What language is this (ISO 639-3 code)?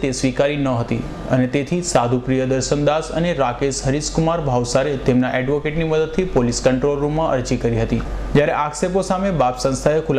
guj